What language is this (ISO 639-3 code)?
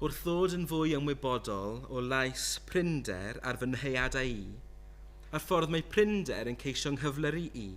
cym